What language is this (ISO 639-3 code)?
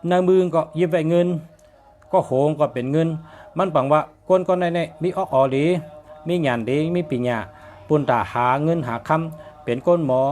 shn